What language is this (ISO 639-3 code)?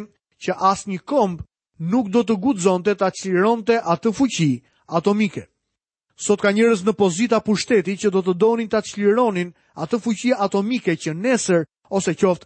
sqi